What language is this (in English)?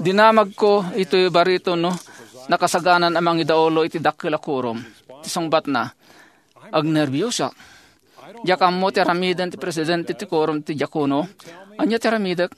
Iloko